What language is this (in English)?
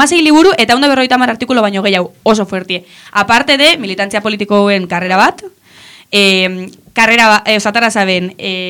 Basque